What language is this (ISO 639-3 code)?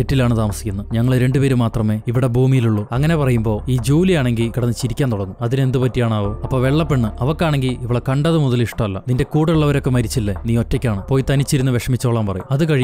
mal